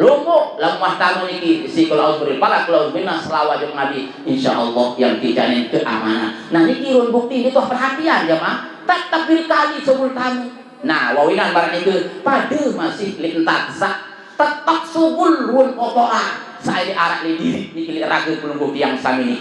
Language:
Sasak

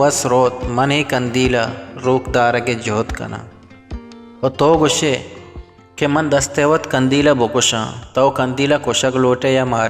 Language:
Baluchi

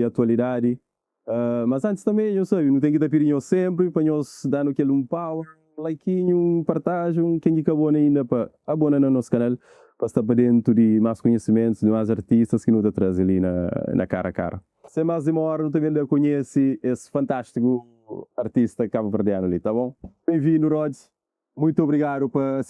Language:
Kabuverdianu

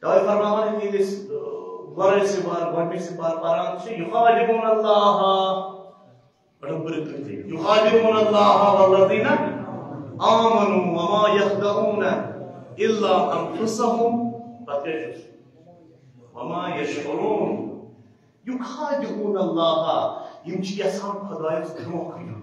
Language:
Kashmiri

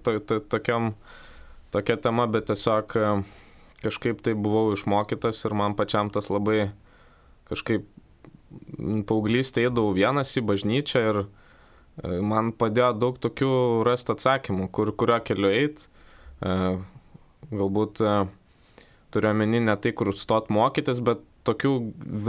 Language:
Lithuanian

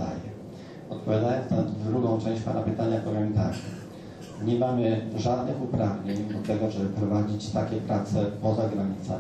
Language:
Polish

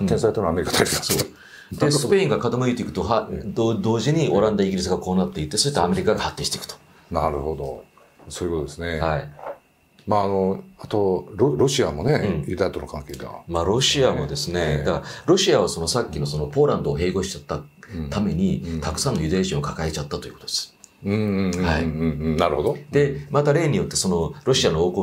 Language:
Japanese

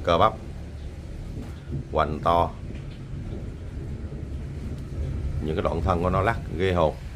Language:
Vietnamese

